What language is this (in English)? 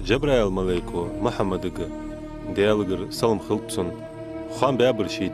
Ingush